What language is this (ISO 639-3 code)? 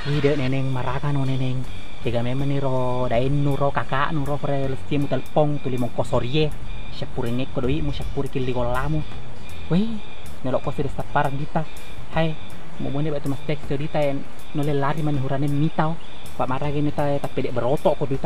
bug